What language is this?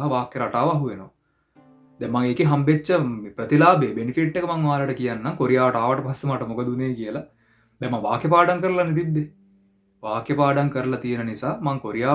Sinhala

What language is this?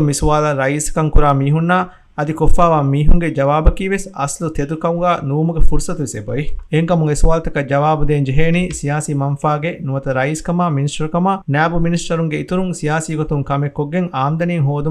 Divehi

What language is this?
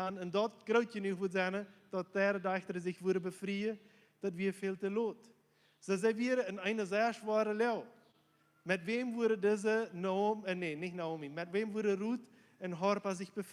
Plautdietsch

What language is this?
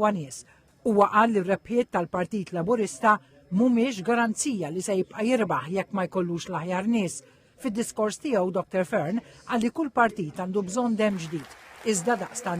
Maltese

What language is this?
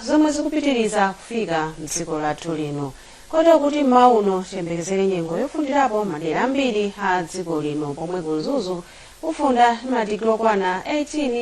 Nyanja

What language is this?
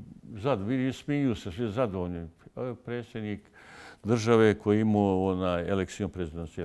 Bosnian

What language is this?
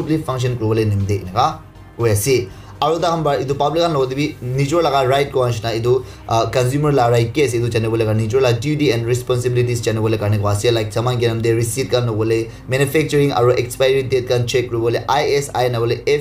Naga Pidgin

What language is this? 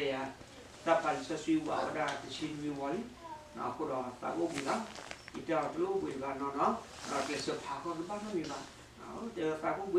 S'gaw Karen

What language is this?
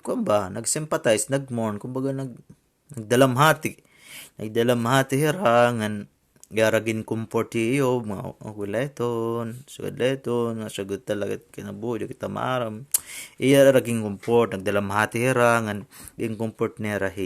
Waray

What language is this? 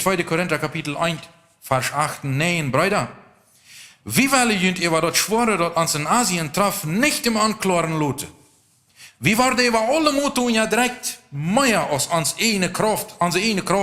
Plautdietsch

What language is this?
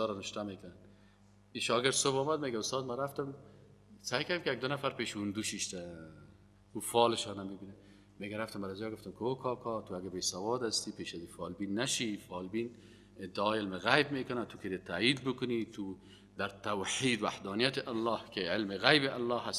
Persian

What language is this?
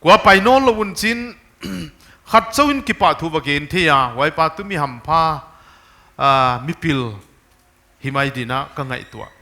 Paite Chin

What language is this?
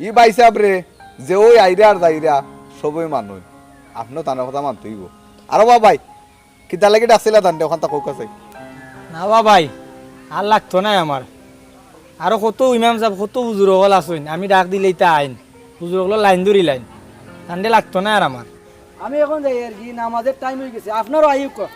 Sylheti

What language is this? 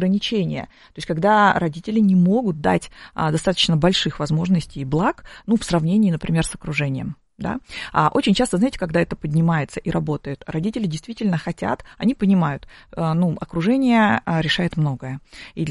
Russian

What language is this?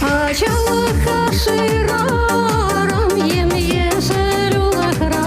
Chuvash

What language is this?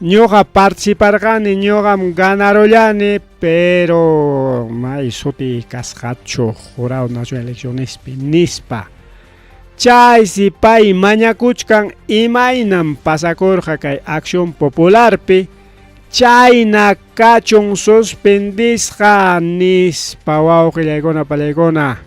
Ayacucho Quechua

